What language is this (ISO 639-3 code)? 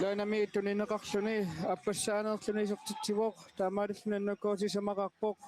kal